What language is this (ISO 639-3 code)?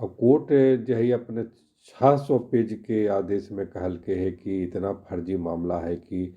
mag